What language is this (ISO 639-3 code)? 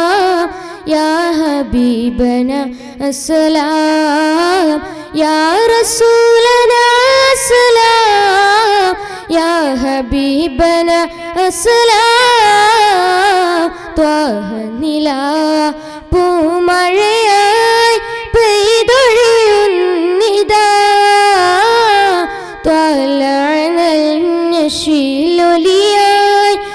mal